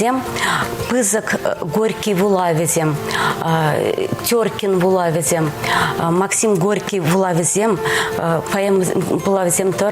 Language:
Chuvash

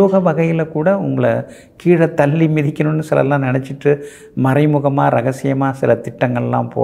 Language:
Tamil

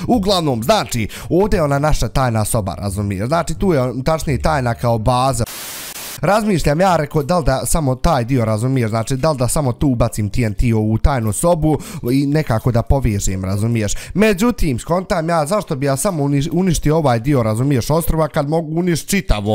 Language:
Bosnian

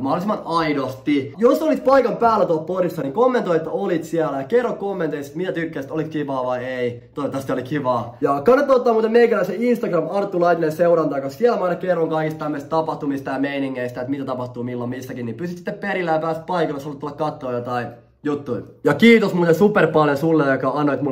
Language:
Finnish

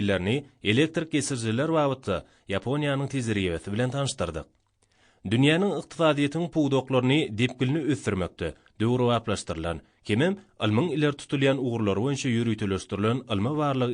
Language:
Turkmen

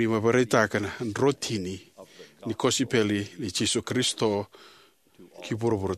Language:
Fijian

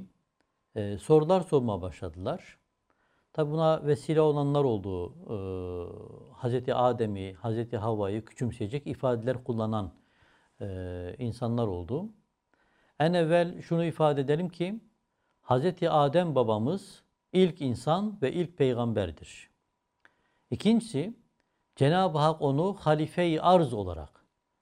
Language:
Turkish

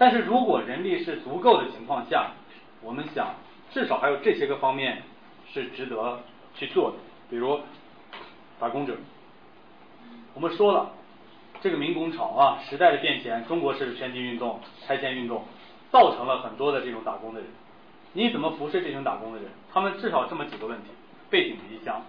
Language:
Chinese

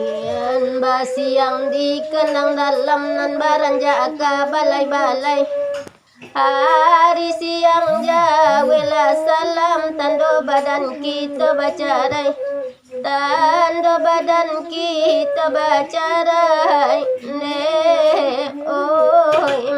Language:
Minangkabau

